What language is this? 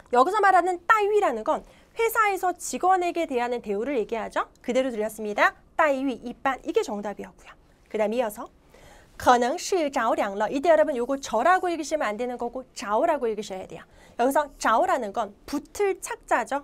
Korean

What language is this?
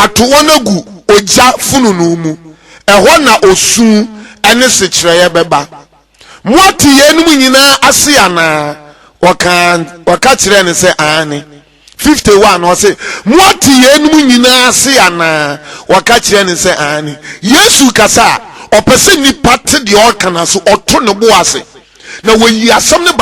Akan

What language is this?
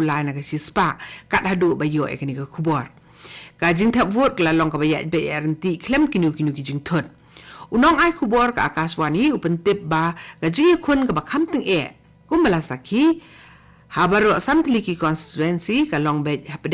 Khasi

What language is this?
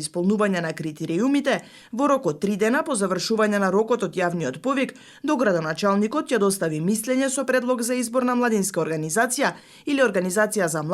Macedonian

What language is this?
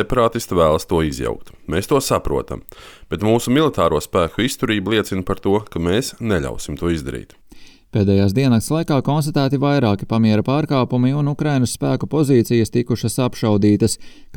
Latvian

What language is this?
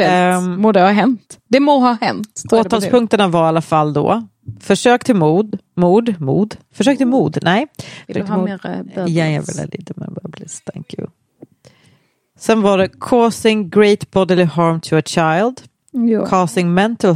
Swedish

